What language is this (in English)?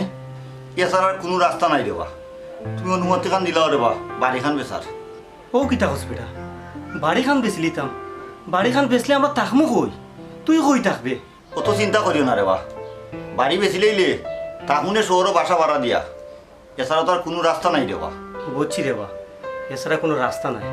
Sylheti